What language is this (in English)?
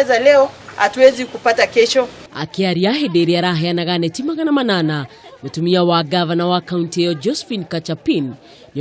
Kikuyu